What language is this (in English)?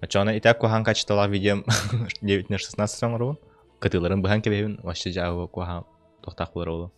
Yakut